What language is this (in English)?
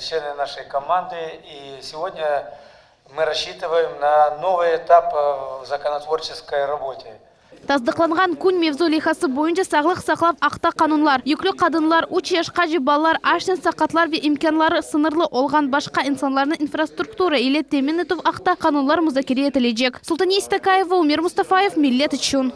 Crimean Tatar